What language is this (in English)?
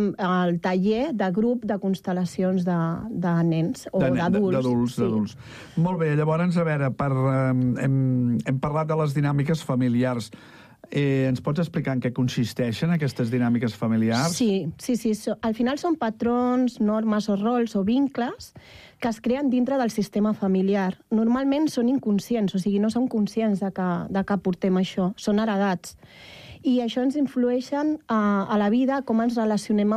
Catalan